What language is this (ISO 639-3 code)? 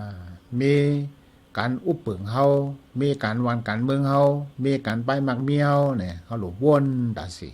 shn